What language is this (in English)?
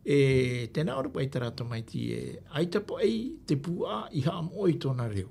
Tahitian